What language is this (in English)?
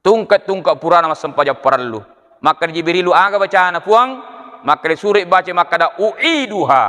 Buginese